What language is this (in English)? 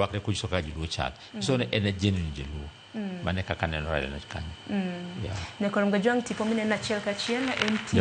Luo (Kenya and Tanzania)